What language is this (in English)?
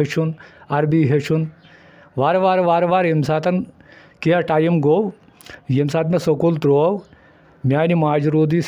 Kashmiri